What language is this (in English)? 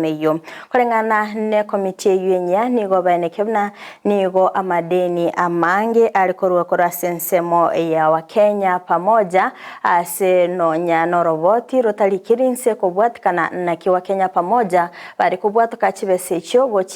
Gusii